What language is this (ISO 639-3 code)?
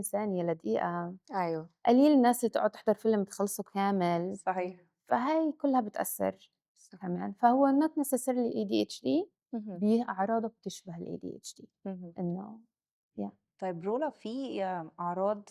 arz